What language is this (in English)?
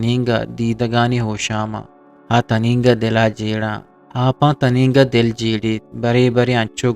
Eastern Balochi